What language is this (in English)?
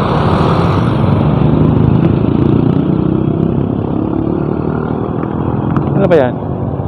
Filipino